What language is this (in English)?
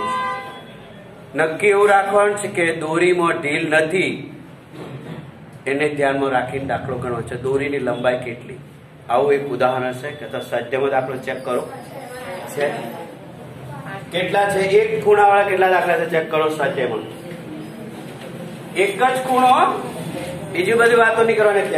Gujarati